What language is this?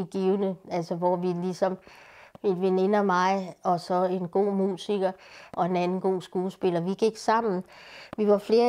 Danish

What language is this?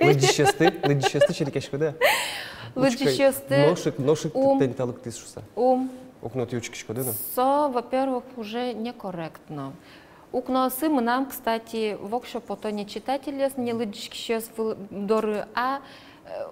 Udmurt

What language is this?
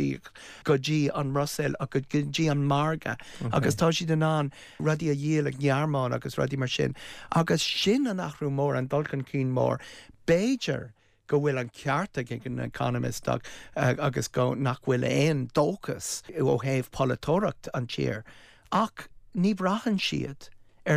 Irish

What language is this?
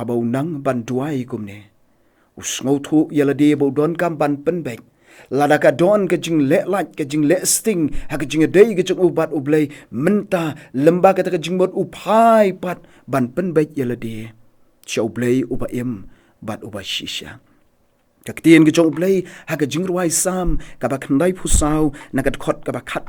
Khasi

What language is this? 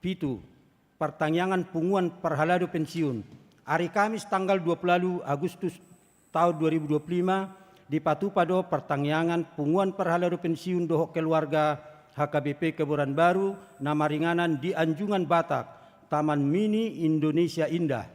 Batak Toba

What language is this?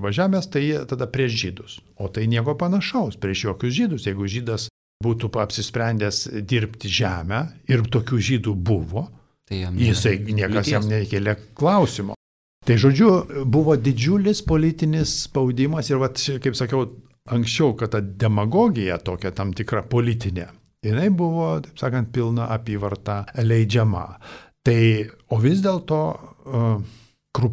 Lithuanian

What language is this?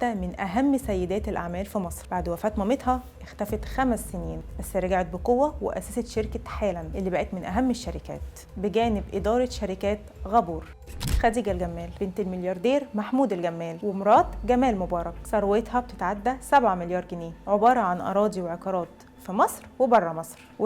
Egyptian Arabic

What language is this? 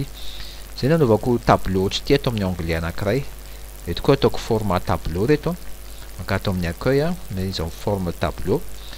Malagasy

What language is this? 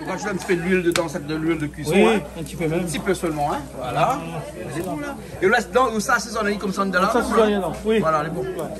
Réunion Creole French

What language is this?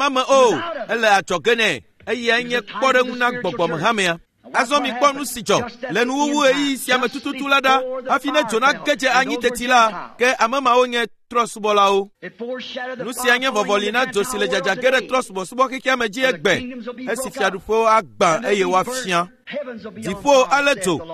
Ewe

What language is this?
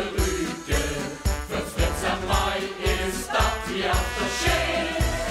Limburgish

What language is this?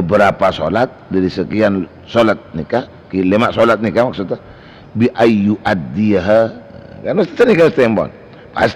Madurese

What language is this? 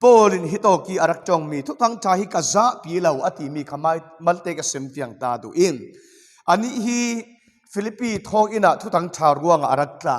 Falam Chin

